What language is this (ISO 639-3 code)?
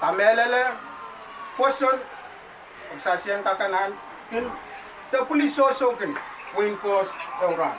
pon